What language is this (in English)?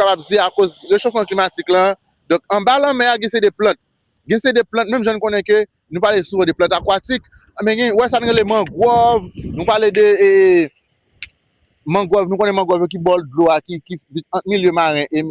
Haitian Creole